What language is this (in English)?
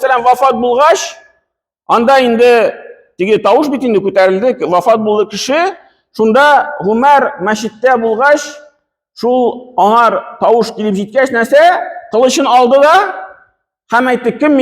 Tatar